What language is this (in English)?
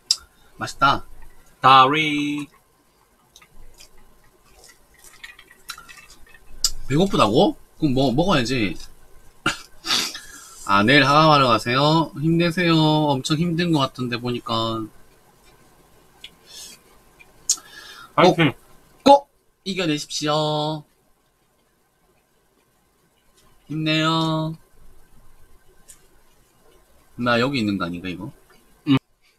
Korean